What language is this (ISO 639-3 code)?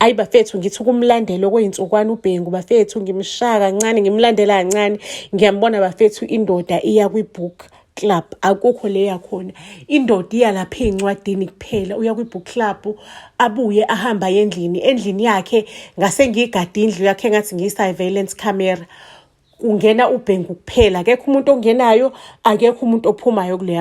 zul